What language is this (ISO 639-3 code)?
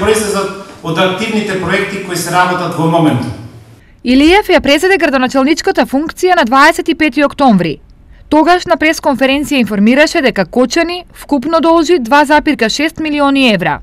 mkd